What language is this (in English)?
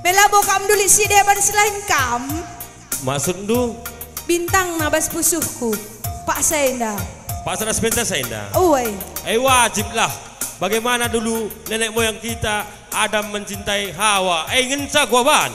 Batak Karo